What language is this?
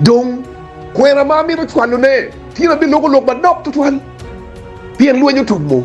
Acoli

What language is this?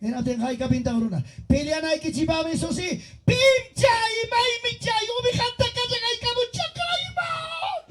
Ayacucho Quechua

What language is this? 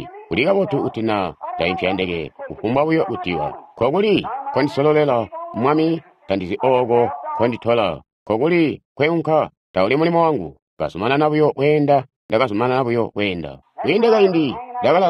Tonga (Zambia)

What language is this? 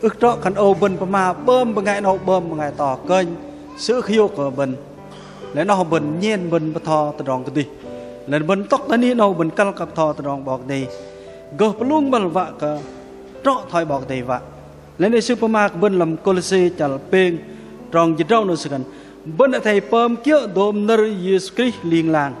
Bahnar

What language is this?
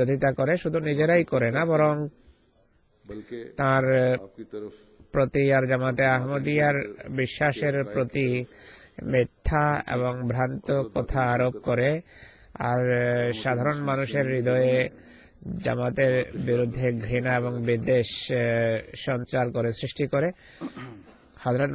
Bangla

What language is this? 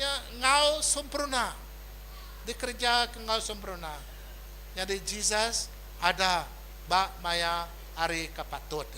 Iban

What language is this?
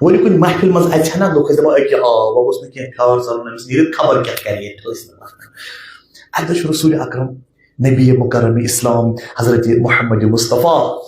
Kashmiri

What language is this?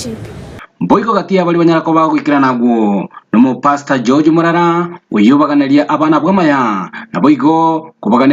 Gusii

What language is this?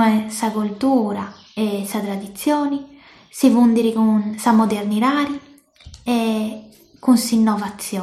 Sardinian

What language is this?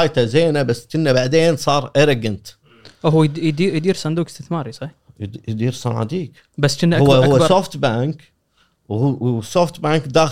Gulf Arabic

